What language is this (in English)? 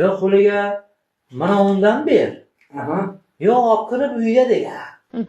Uzbek